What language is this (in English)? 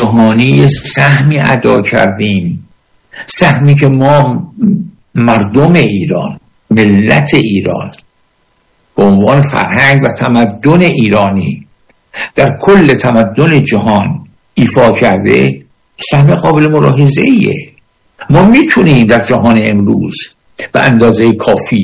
Persian